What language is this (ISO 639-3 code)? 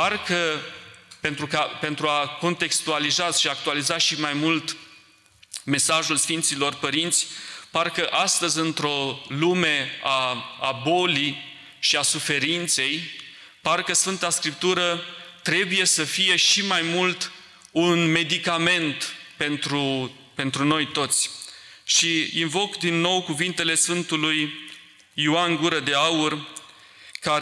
ron